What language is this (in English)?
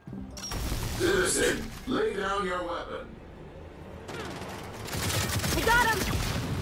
Polish